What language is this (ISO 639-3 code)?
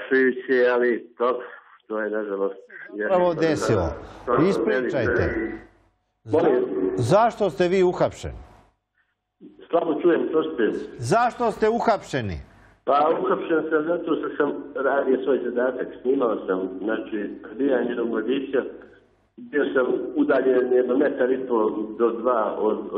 srp